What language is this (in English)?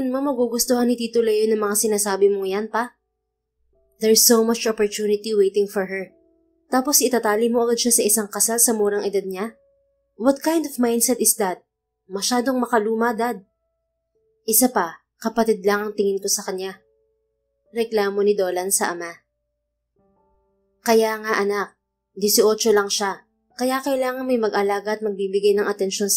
Filipino